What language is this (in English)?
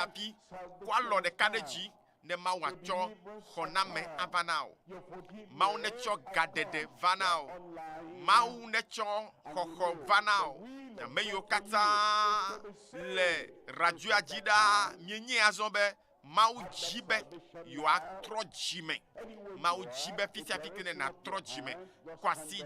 Ewe